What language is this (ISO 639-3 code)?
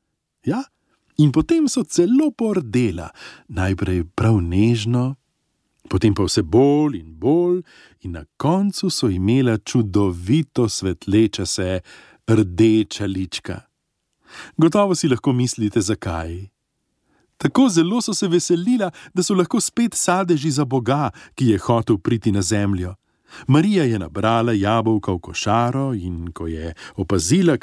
slv